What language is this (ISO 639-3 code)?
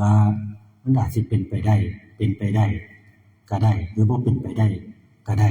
tts